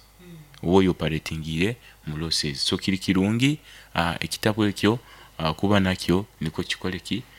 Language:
Nyankole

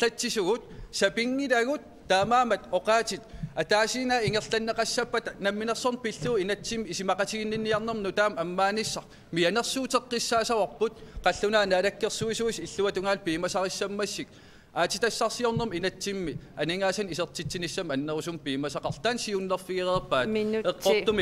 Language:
Kalaallisut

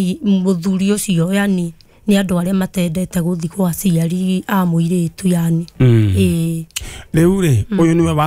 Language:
Kikuyu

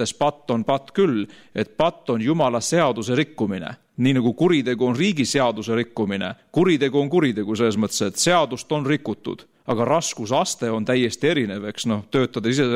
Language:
Estonian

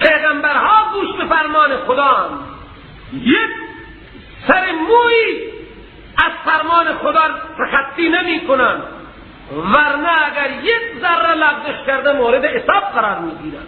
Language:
Persian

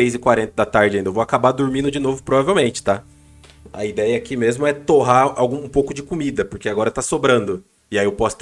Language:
Portuguese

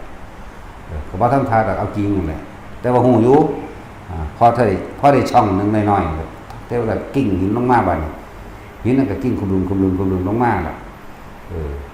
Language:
Northeastern Thai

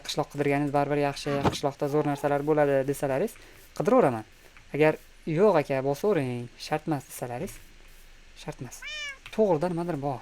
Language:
Uzbek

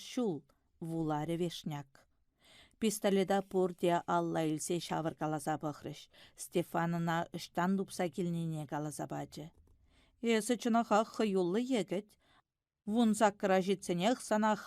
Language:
Chuvash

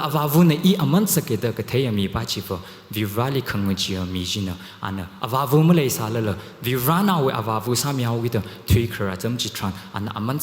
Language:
Tangkhul Naga (India)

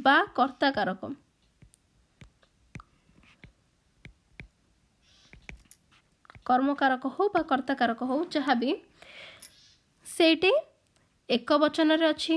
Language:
Odia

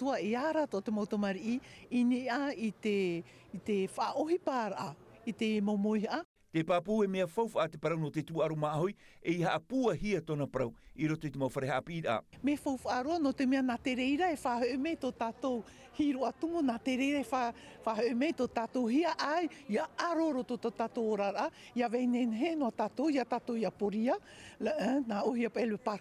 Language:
Tahitian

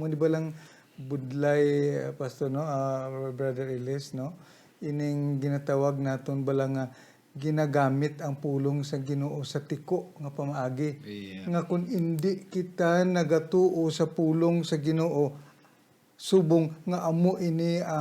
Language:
Hiligaynon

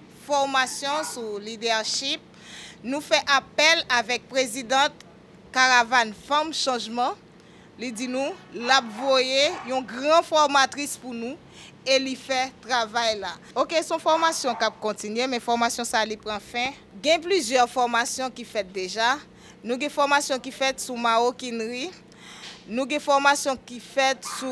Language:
Haitian Creole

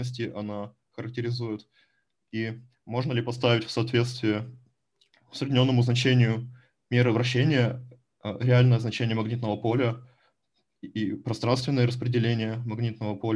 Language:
Russian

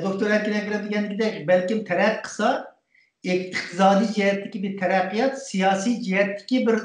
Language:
Uyghur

